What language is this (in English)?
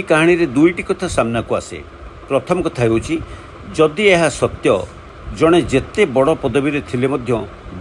Odia